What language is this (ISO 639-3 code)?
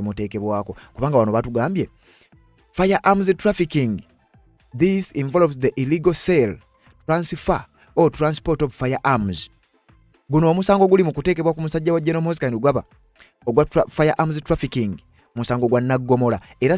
lug